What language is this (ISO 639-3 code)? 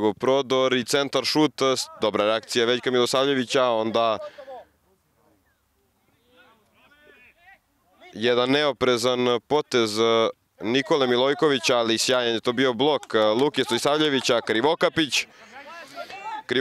srp